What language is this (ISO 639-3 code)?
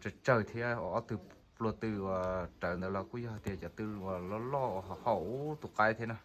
hmn